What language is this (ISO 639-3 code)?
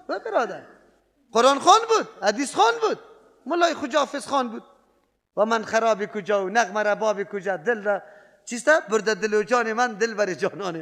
fas